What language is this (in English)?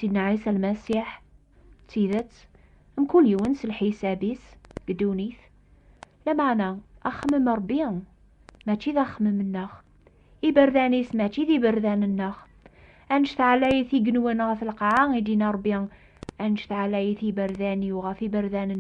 Kabyle